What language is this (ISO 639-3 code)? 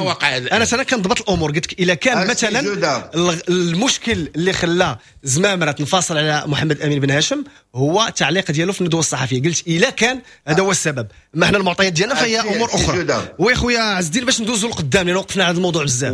ary